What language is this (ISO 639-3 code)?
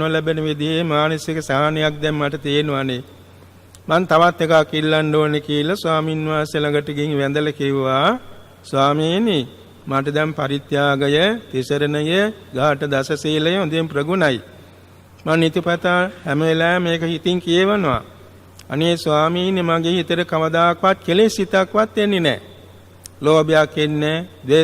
sin